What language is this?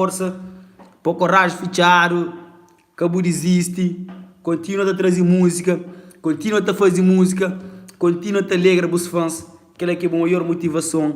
Kabuverdianu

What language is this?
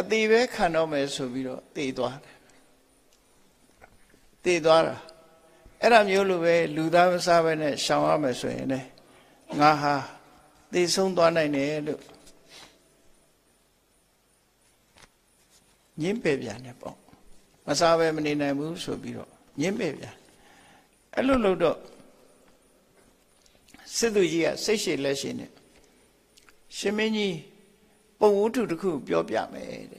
Burmese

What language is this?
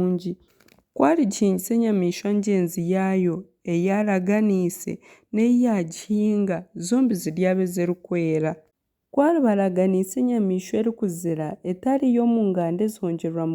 Nyankole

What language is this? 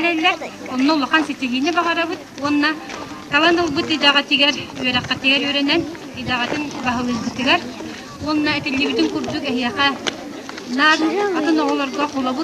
Yakut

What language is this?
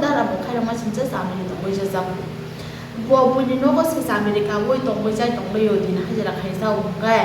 Kok Borok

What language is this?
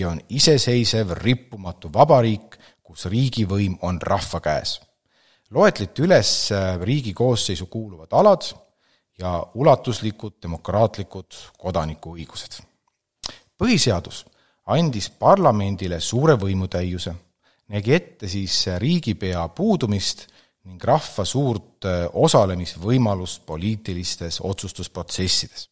Estonian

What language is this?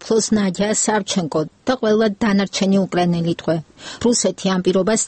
Georgian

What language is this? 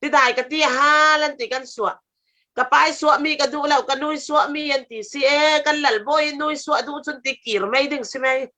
Falam Chin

